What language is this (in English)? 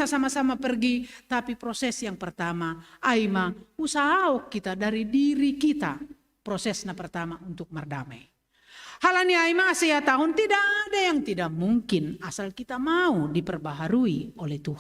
Batak Simalungun